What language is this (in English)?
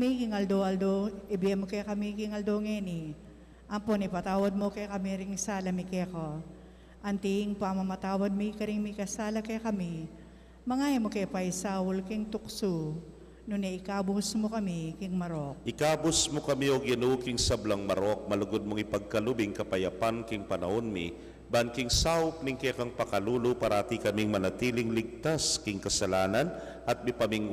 Pampanga